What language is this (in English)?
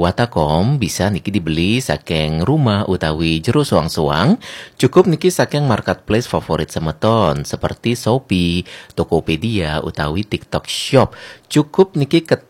Balinese